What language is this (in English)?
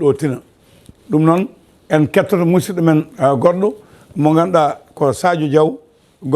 Fula